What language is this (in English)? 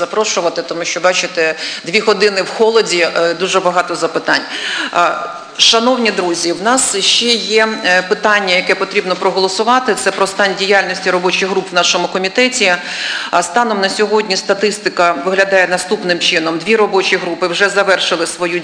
Ukrainian